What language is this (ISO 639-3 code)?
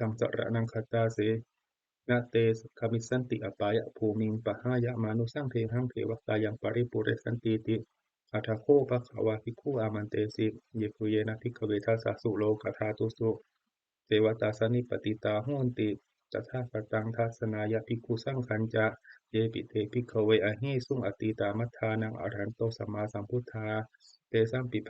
pli